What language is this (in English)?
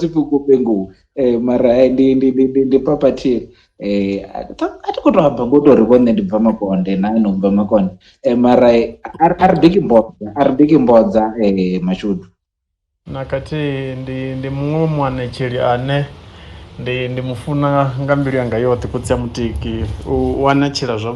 Venda